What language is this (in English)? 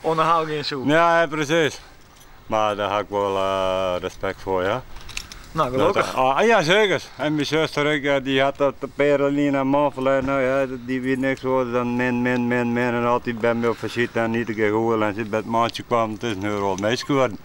Western Frisian